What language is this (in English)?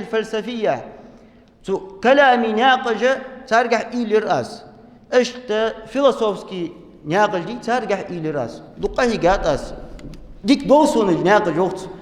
Ingush